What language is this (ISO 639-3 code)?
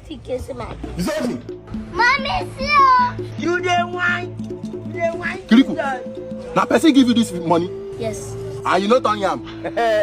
pcm